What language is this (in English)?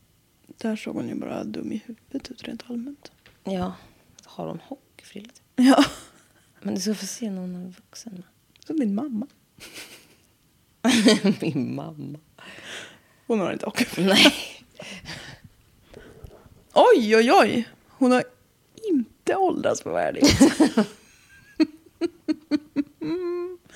Swedish